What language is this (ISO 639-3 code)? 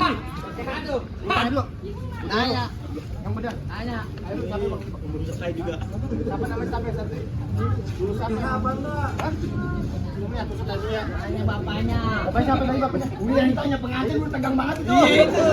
bew